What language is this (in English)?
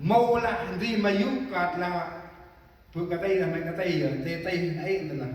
Central Mnong